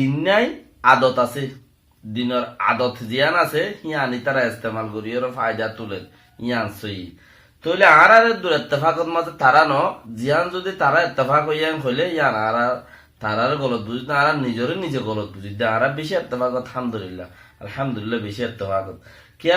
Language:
Rohingya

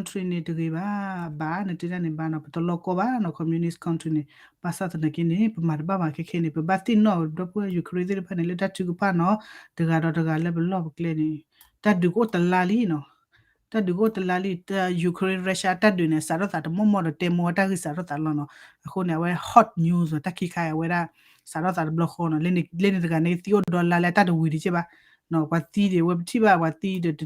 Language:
S'gaw Karen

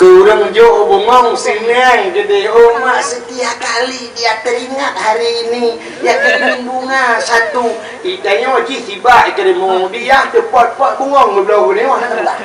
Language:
Achinese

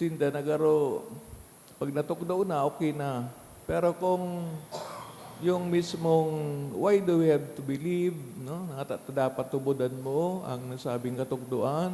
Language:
Bikol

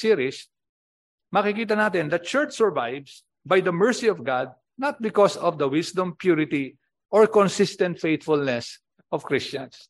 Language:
Filipino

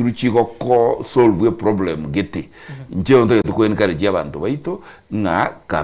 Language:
Gusii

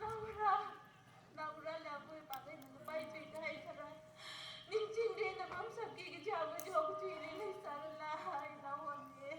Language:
Tangkhul Naga (India)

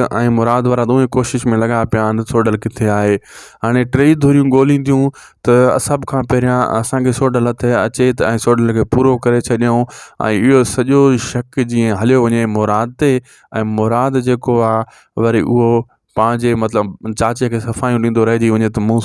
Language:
Sindhi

